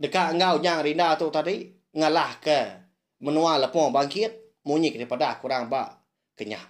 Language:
Iban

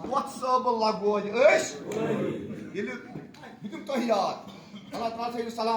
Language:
Kashmiri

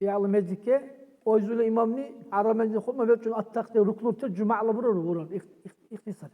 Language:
Dargwa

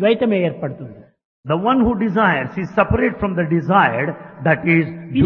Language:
Telugu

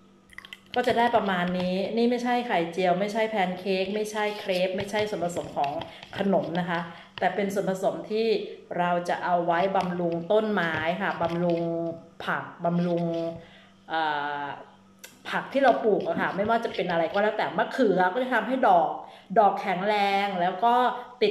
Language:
Thai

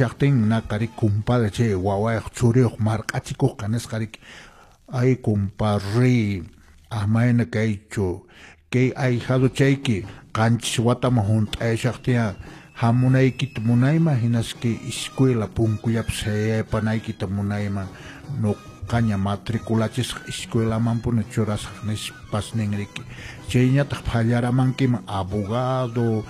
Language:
Quechua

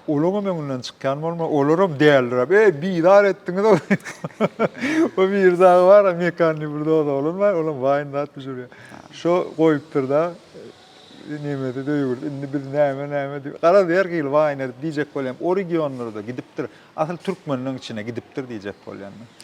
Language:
Turkmen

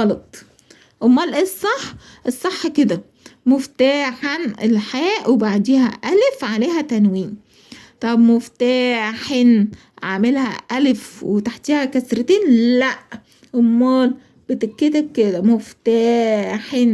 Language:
Egyptian Arabic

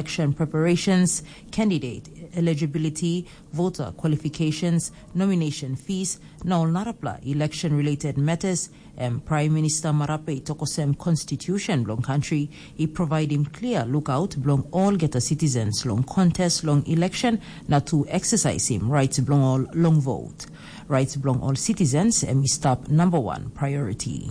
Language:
Tok Pisin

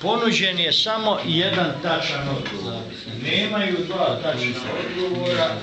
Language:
Bosnian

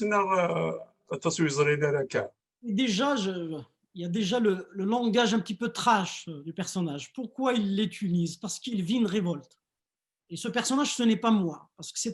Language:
Kabyle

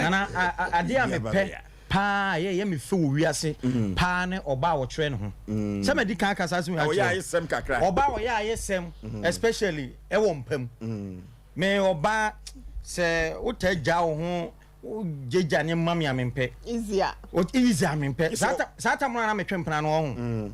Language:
Akan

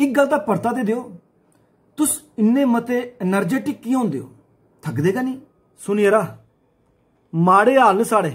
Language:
Dogri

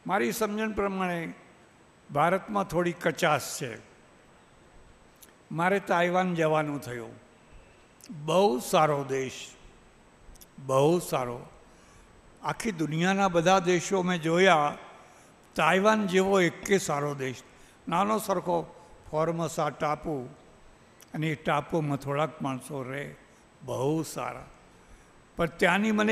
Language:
Gujarati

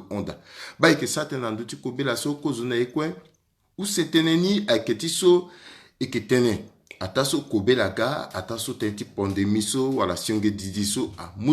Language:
Sango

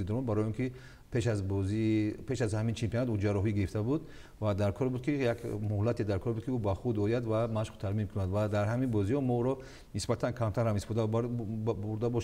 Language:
Tajik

